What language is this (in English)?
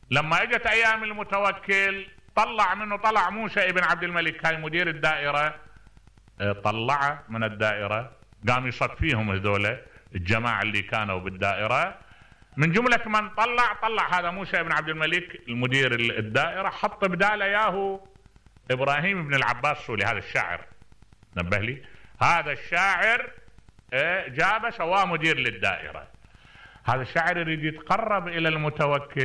Mesopotamian Arabic